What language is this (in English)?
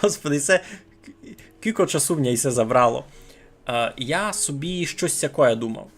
Rusyn